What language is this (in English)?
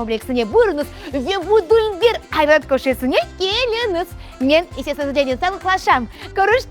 Crimean Tatar